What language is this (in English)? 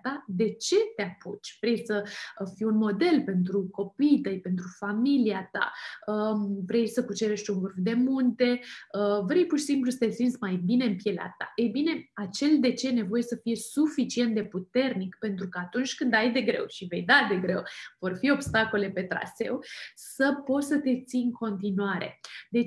Romanian